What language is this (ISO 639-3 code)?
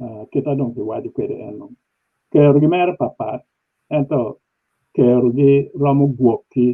ach